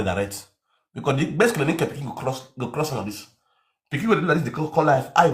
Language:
Nigerian Pidgin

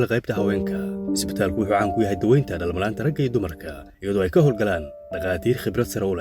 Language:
Somali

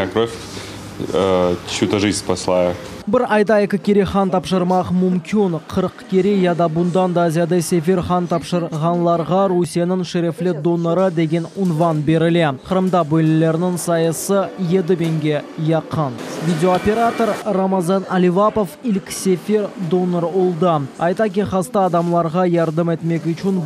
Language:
Crimean Tatar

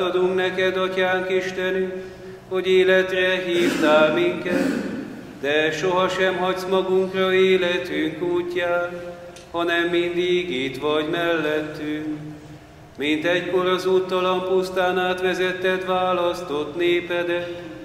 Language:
Hungarian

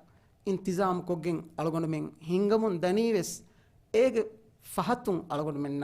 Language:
Divehi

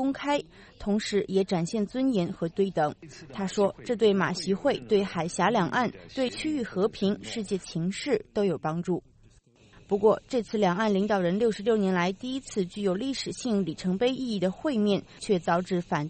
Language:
Chinese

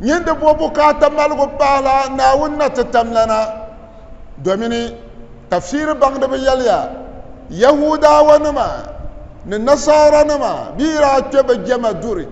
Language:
Dagbani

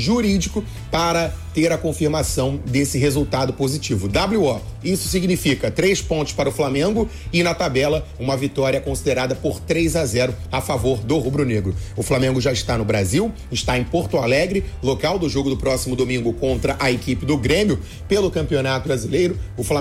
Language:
Portuguese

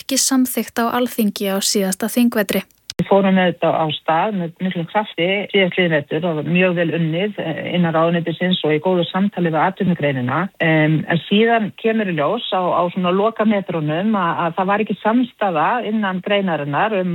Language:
Icelandic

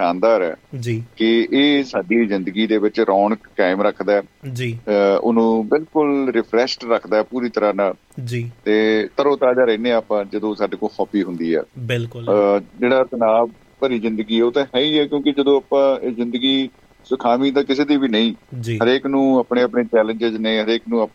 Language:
Punjabi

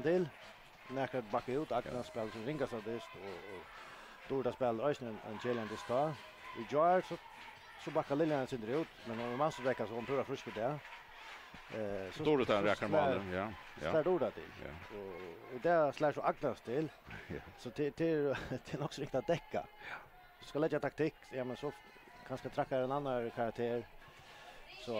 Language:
Faroese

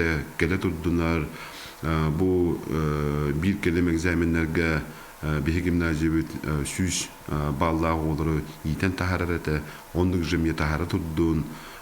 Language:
Yakut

